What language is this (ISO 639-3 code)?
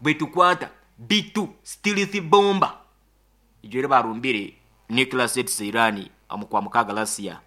nyn